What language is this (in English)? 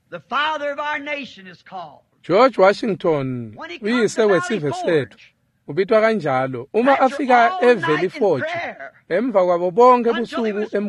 Swati